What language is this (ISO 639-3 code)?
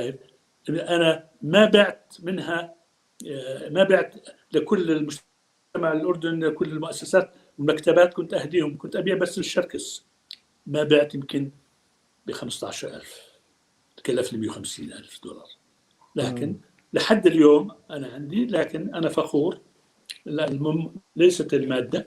apc